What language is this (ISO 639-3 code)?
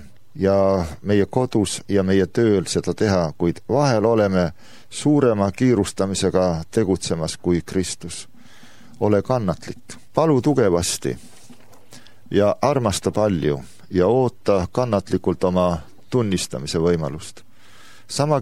est